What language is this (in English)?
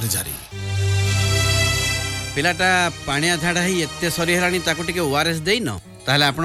Odia